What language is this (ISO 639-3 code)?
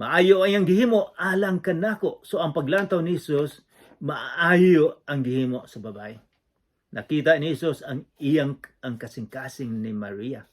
ceb